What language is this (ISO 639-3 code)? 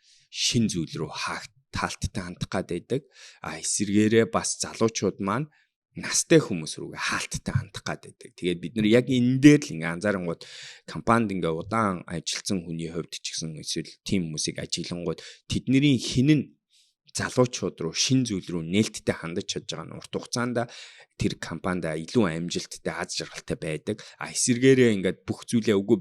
mon